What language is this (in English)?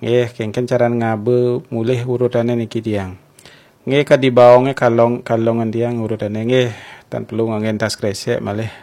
Balinese